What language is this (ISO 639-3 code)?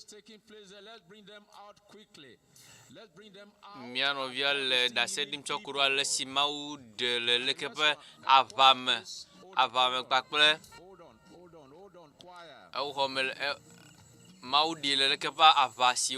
ewe